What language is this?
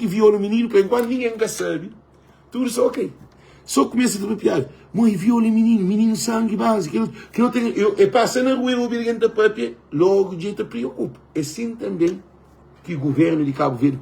Kabuverdianu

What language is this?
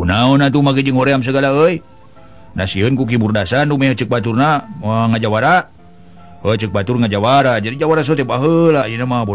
Sundanese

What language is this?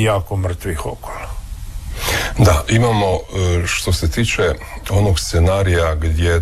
Croatian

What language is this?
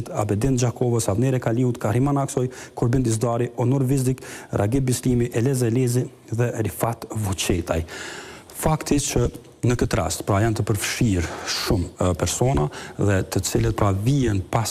Albanian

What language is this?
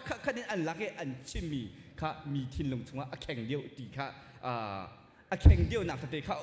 Hakha Chin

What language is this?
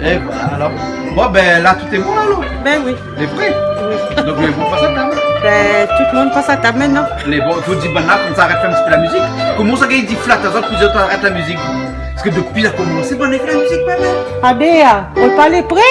Réunion Creole French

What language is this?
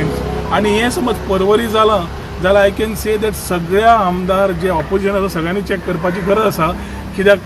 Konkani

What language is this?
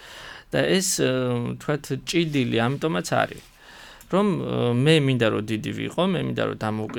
Georgian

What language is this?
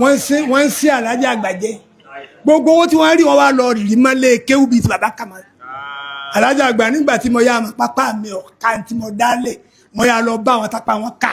Yoruba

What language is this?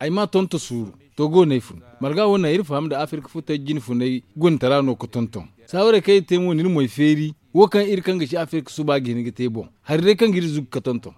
Zarma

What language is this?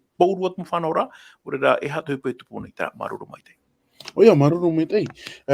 Tahitian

